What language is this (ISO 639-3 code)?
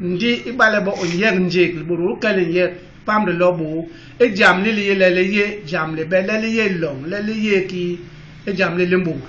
bas